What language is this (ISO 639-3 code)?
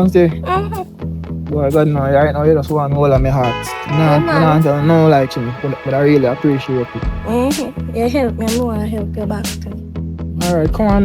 jam